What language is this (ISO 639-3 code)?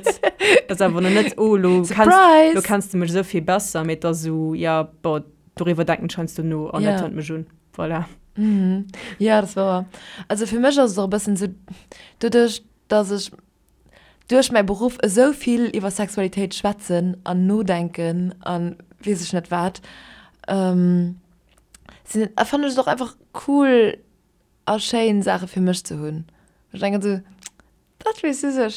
ltz